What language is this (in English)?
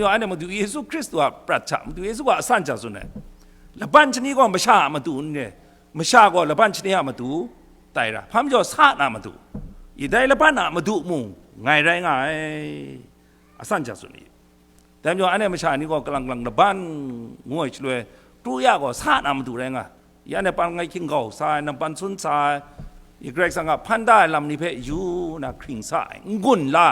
Kachin